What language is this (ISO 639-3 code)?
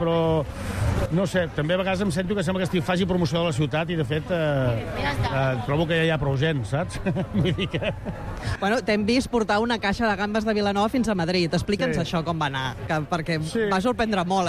cat